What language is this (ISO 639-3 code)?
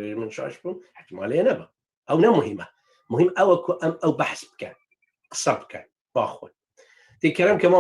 kur